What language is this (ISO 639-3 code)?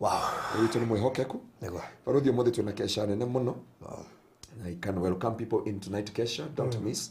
kik